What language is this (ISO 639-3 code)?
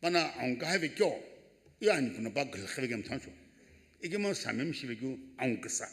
nsm